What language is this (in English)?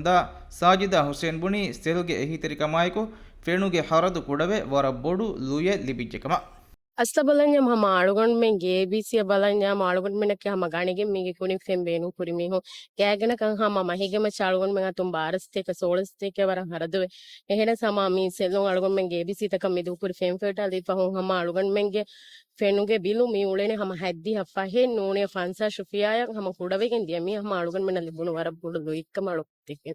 Divehi